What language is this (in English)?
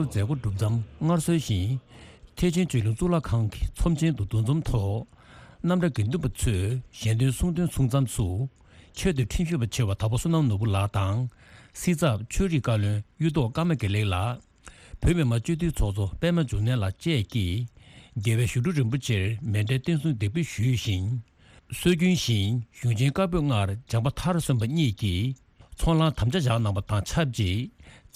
Tibetan